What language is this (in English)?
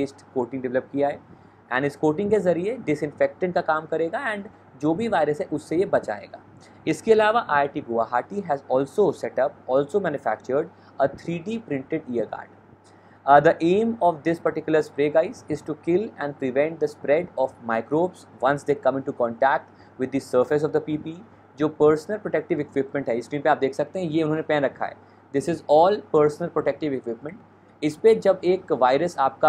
Hindi